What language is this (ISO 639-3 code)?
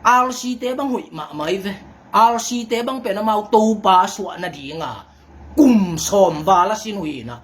ctd